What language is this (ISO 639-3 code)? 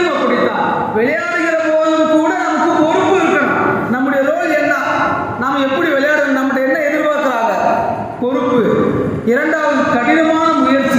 tam